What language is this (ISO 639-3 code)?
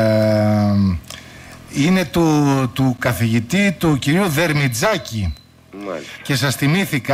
ell